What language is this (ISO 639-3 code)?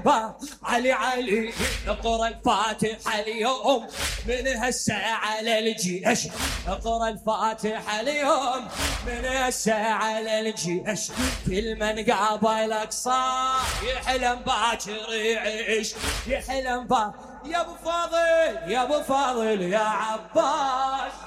acm